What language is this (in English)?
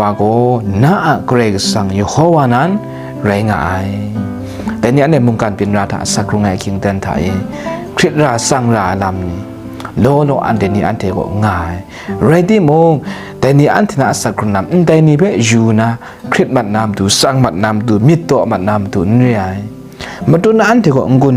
Kachin